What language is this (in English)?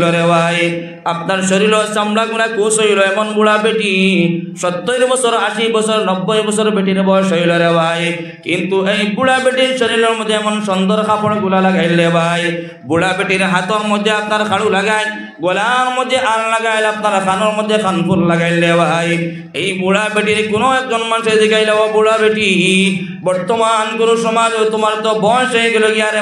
Sylheti